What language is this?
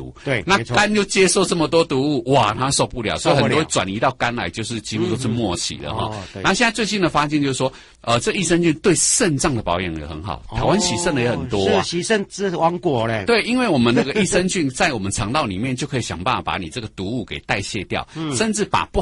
Chinese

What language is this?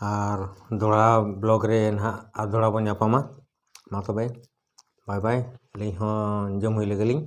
Santali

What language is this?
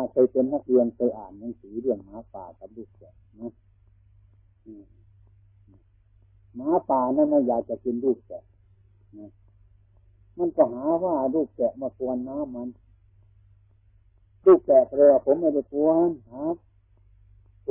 Thai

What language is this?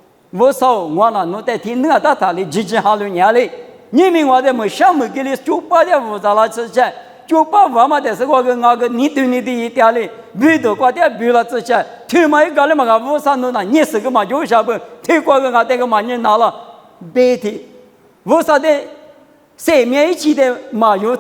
Lisu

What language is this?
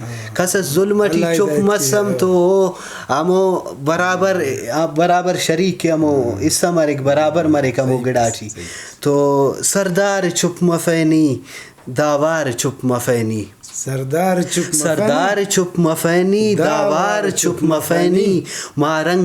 Brahui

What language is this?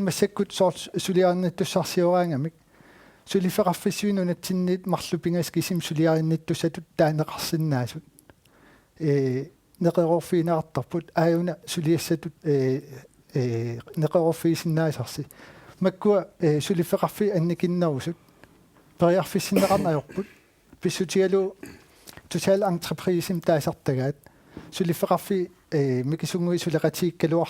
Kalaallisut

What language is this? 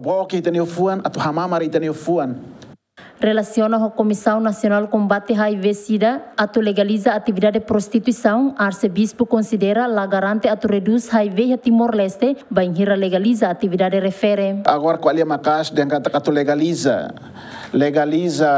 Tetum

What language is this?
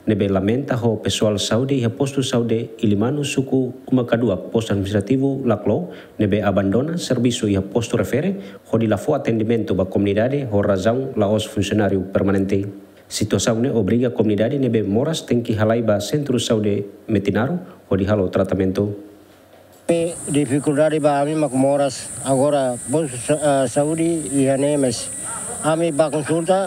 Tetum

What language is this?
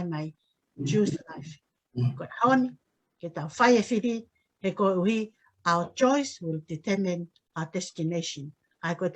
Tongan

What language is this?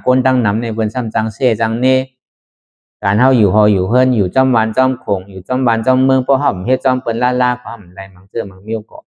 Shan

